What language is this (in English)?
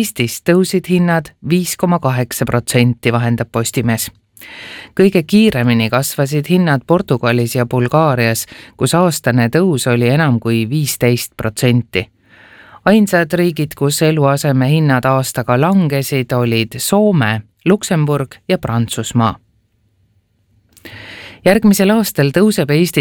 Estonian